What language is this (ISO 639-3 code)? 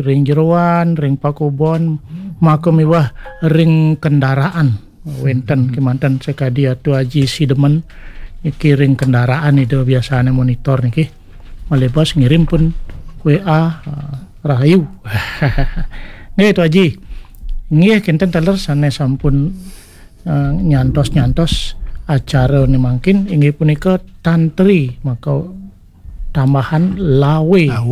ban